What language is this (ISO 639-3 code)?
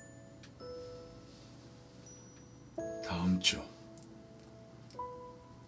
kor